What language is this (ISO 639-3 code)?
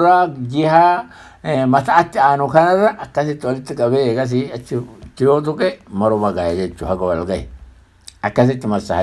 orm